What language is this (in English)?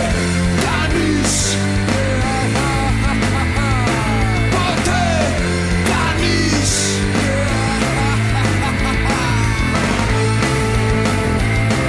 Greek